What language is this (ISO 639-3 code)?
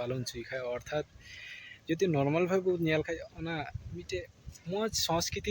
sat